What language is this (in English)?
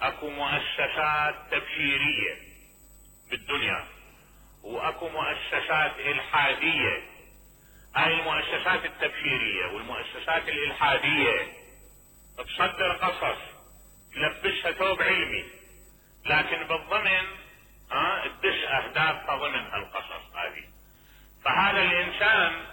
Mesopotamian Arabic